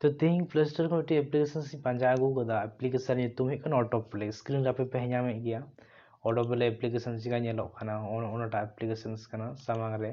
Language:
Santali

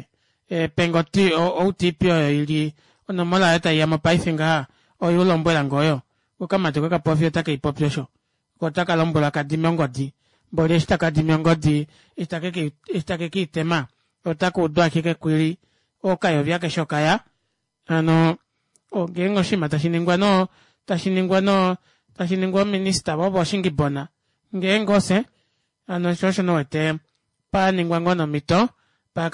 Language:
Kuanyama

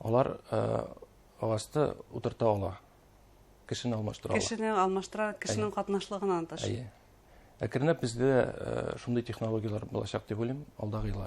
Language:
Bashkir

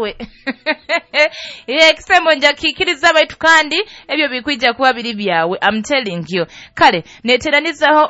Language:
Nyoro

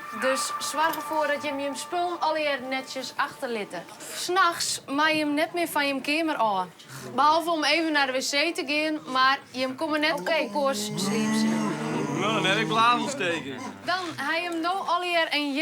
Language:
Western Frisian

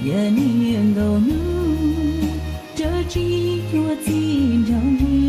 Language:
Hmong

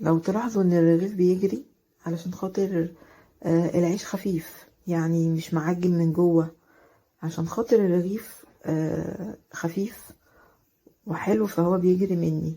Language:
Egyptian Arabic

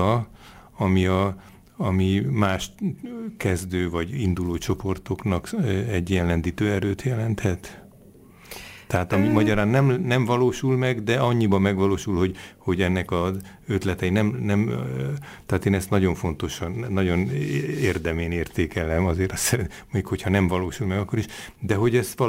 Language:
Hungarian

